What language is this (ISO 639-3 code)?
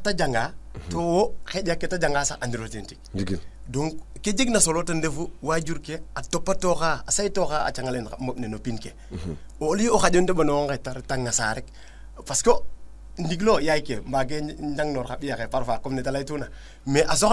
srr